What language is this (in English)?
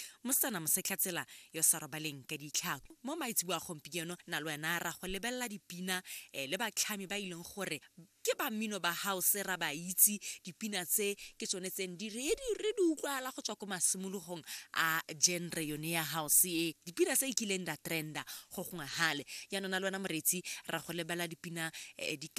Tswana